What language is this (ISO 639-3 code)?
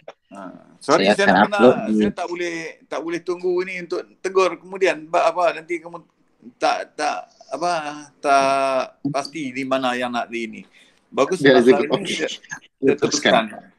msa